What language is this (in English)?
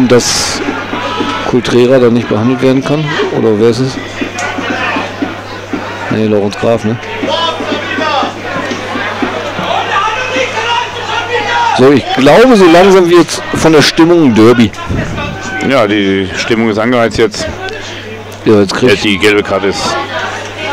German